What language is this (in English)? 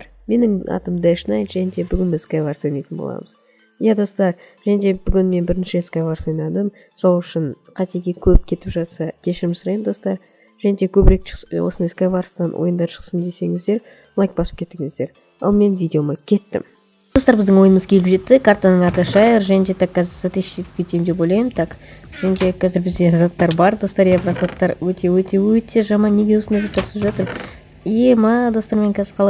Kazakh